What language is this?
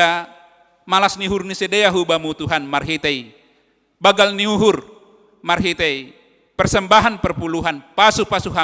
Batak Simalungun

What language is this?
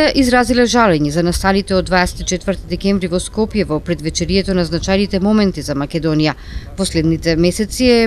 Macedonian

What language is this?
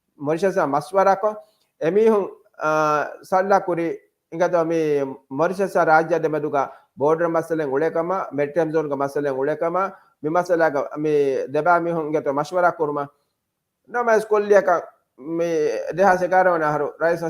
Divehi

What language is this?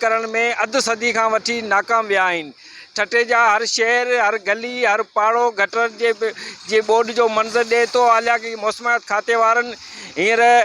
Sindhi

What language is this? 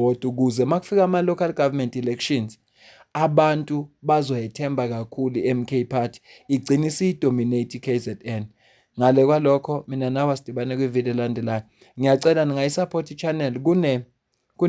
Zulu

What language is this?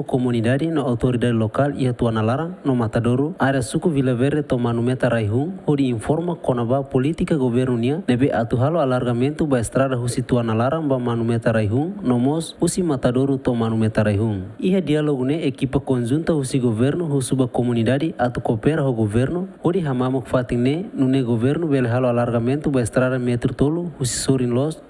Tetum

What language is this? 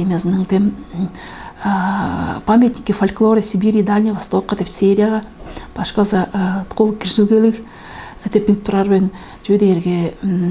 Tuvinian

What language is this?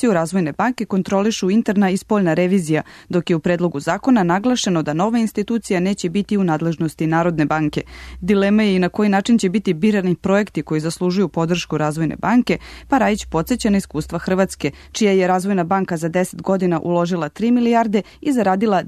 Serbian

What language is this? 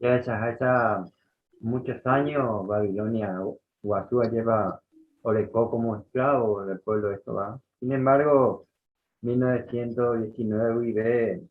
Guarani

